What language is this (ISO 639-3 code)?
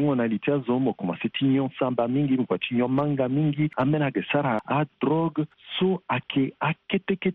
sag